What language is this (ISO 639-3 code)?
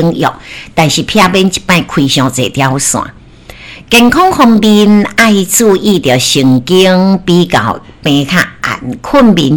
nan